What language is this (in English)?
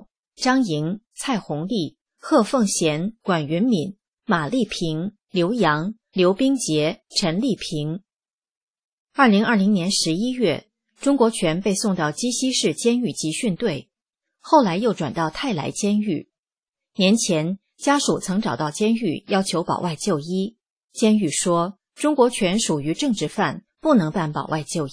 Chinese